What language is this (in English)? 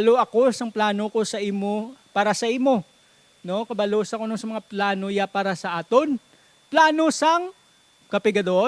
Hiligaynon